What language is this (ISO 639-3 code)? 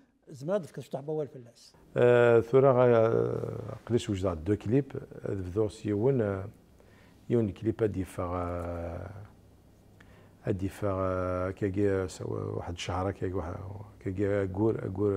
kab